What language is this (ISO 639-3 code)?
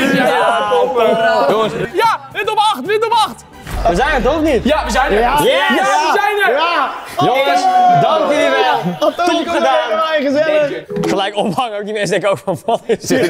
nld